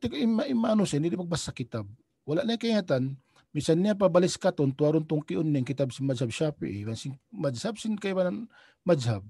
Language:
Tausug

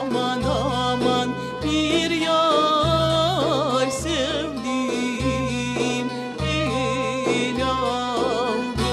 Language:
Crimean Tatar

